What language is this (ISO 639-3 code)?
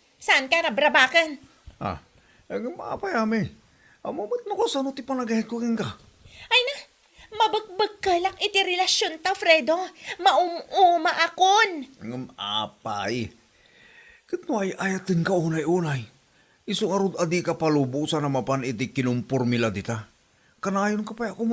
ilo